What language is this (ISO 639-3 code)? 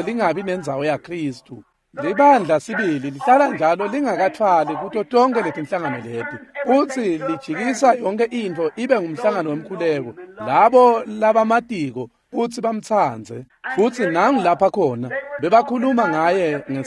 ssw